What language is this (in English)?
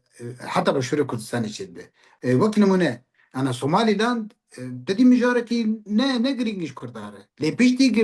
Kurdish